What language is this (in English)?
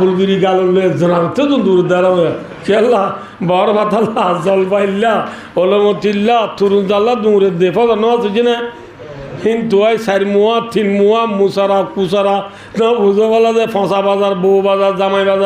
Rohingya